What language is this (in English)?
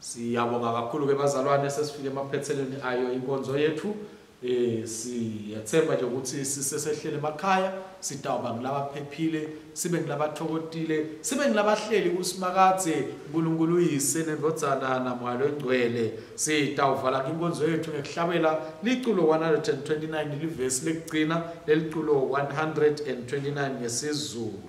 Swati